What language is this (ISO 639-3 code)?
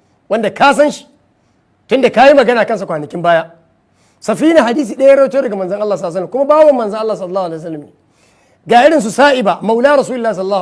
hau